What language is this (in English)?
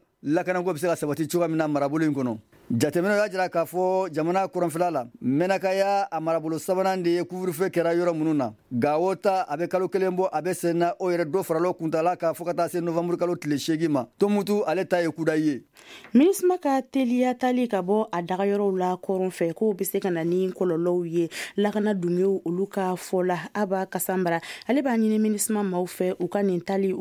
Bambara